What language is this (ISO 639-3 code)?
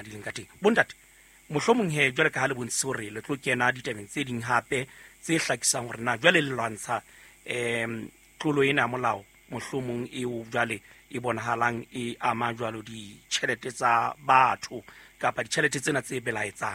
sot